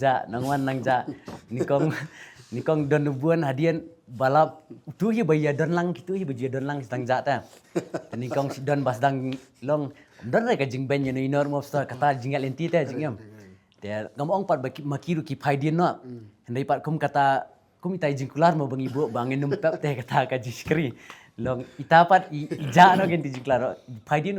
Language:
Khasi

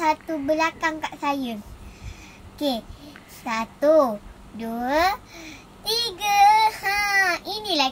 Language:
Malay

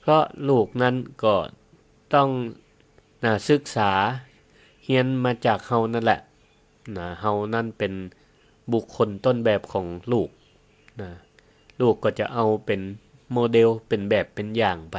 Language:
Northern Thai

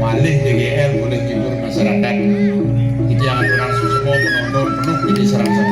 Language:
Balinese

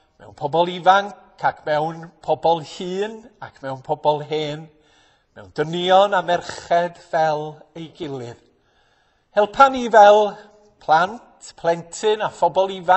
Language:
Welsh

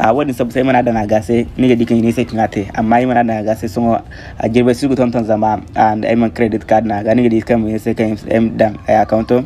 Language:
Zarma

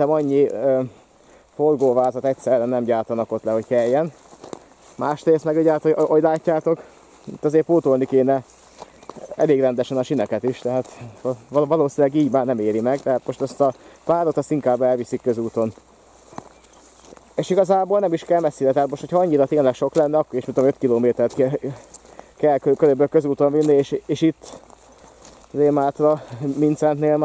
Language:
Hungarian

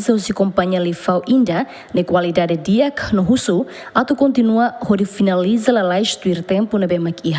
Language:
Tetum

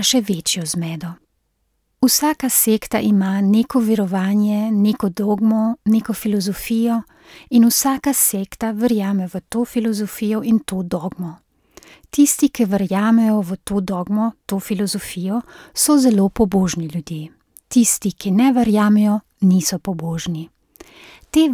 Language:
Slovenian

